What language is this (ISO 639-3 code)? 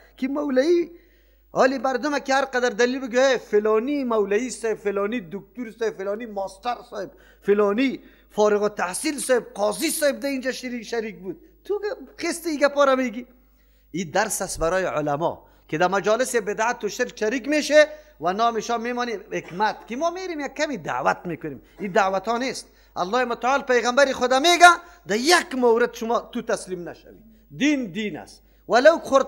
fas